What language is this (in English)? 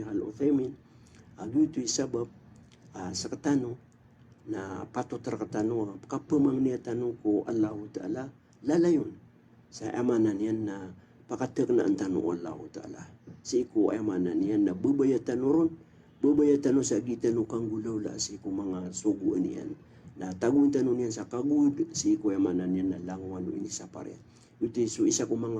Maranao